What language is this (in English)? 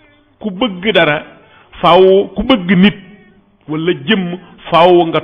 Wolof